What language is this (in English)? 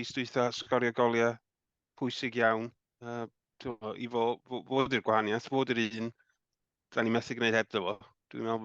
Welsh